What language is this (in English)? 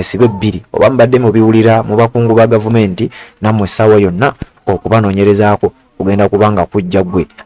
Ganda